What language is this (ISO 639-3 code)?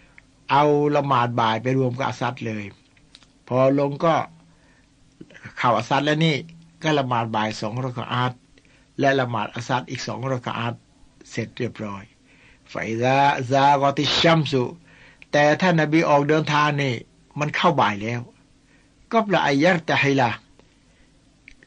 tha